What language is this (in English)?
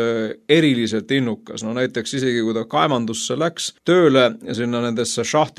Estonian